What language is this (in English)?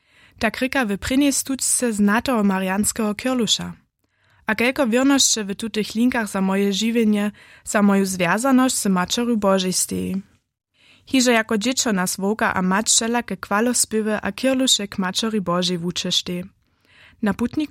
Upper Sorbian